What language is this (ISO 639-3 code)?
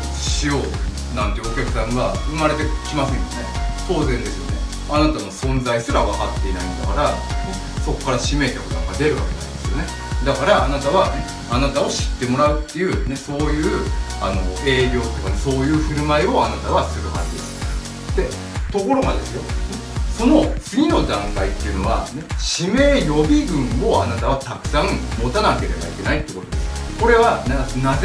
jpn